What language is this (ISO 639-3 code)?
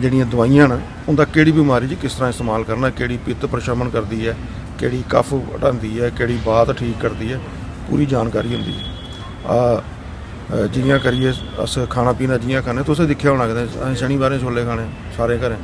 doi